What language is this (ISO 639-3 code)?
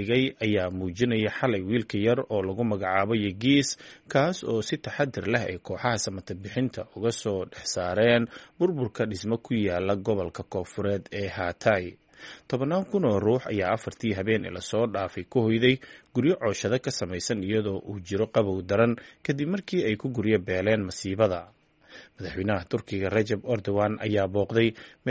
som